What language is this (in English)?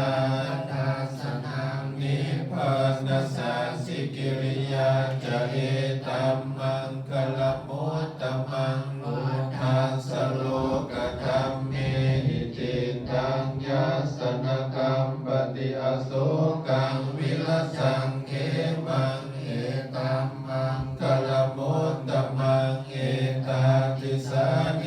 Pali